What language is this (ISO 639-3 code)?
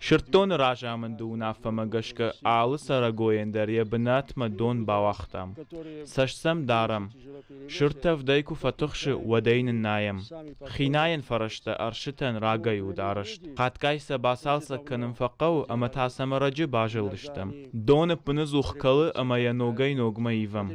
oss